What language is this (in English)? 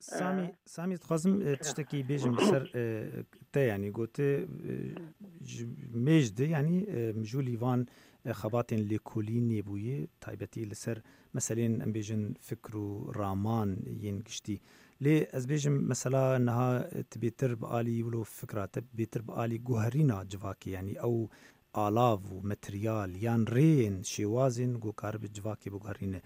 Kurdish